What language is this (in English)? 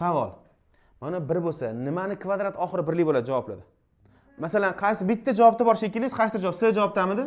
Uzbek